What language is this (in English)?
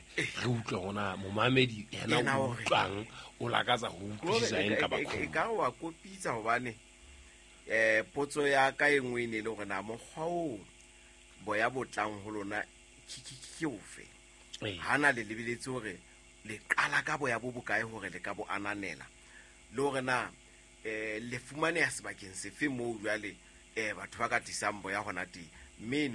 Southern Sotho